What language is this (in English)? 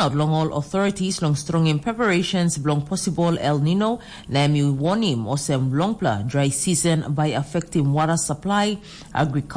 Tok Pisin